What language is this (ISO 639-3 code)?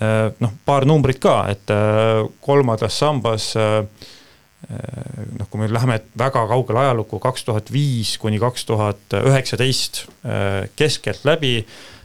est